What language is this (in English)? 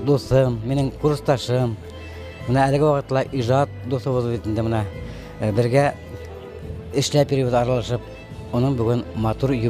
Bashkir